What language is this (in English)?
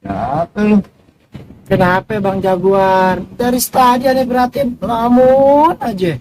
Betawi